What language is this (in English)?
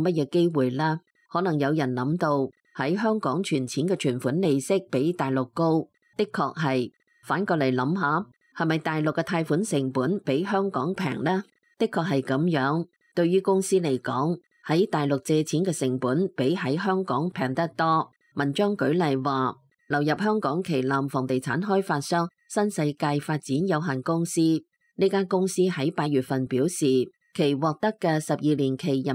Cantonese